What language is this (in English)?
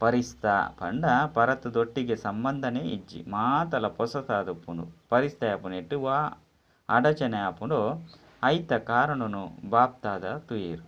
Tulu